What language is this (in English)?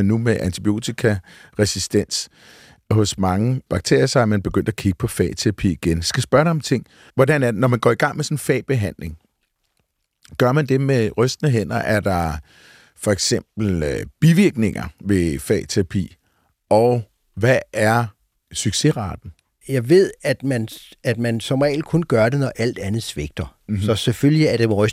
Danish